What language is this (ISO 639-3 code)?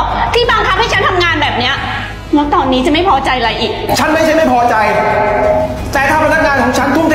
tha